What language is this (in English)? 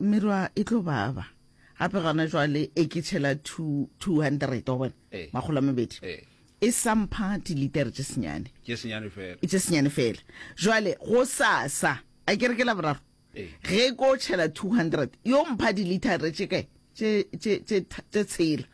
Northern Sotho